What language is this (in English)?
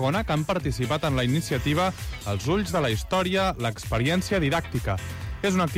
Catalan